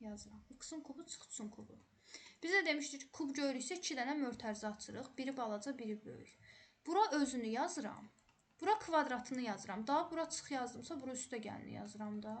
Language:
Azerbaijani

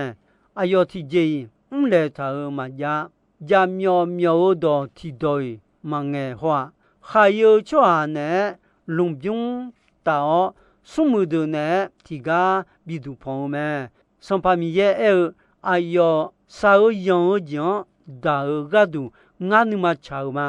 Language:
Akha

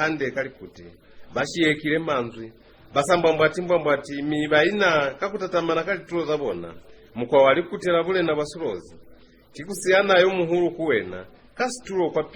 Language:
Lozi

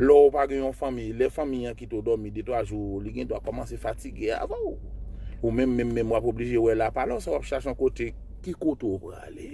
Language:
Haitian Creole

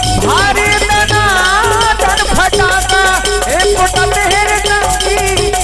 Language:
Chhattisgarhi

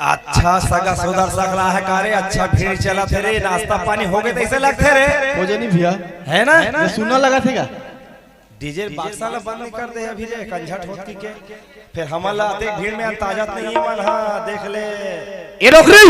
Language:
Chhattisgarhi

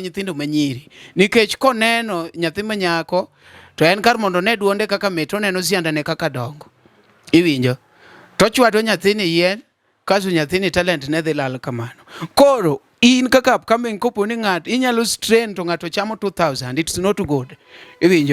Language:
Luo (Kenya and Tanzania)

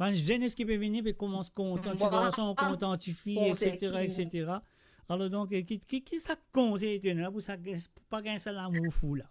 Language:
Morisyen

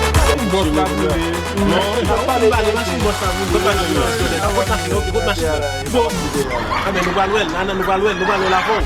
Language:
Haitian Creole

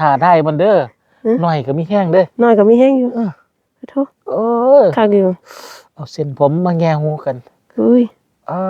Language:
Lao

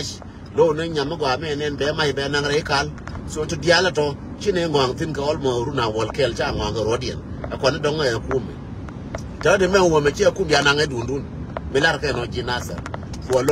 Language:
Nuer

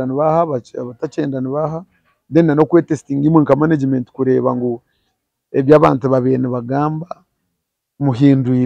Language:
Nyankole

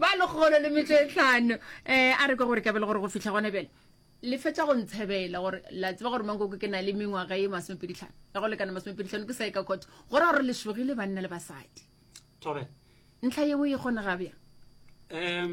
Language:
Northern Sotho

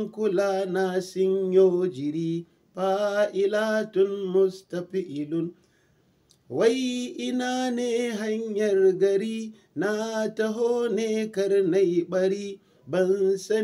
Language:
Hausa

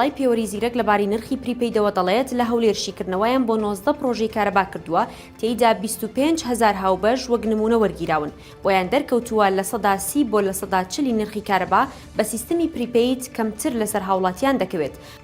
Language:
Central Kurdish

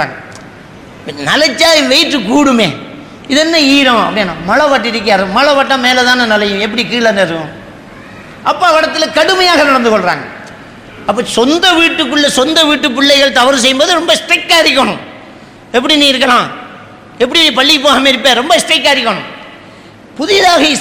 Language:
Tamil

